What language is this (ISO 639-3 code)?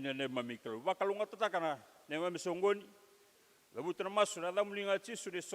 fij